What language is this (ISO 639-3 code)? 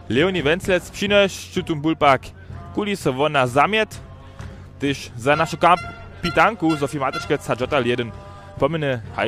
hsb